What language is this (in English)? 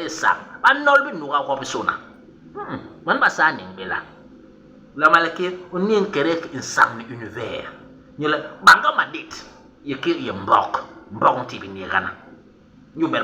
Basaa